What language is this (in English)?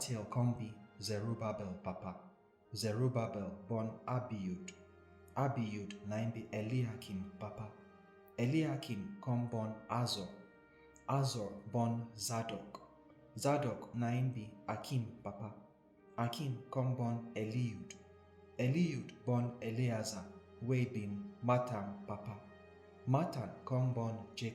Nigerian Pidgin